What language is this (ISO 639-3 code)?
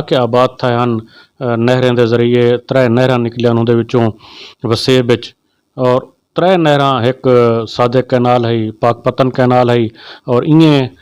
skr